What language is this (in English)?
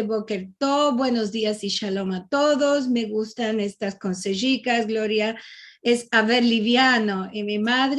Ladino